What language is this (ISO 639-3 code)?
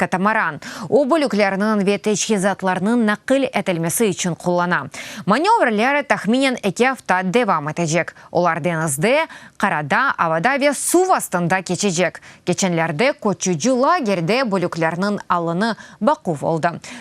crh